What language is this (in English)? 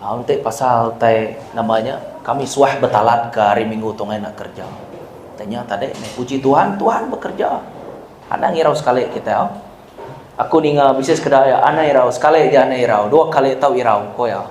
Iban